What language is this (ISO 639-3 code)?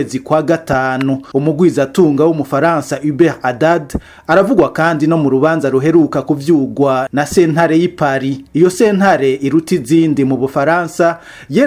run